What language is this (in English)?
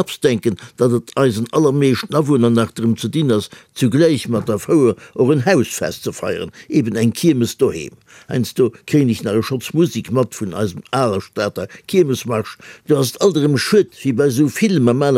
Luxembourgish